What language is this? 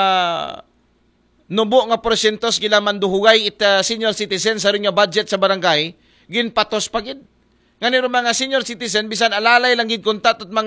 Aklanon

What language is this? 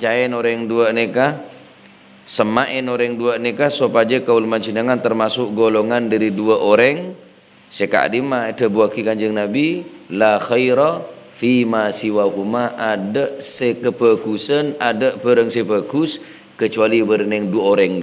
Madurese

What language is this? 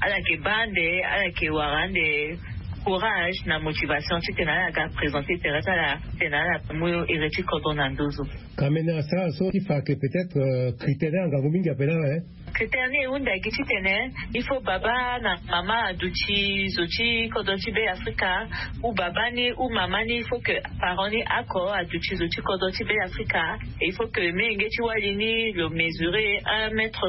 Sango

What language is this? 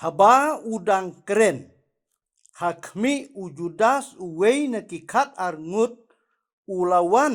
Khasi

